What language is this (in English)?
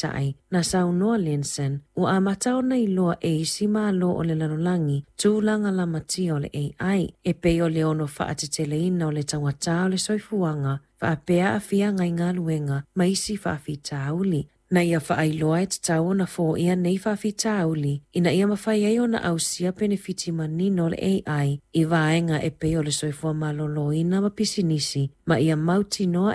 Samoan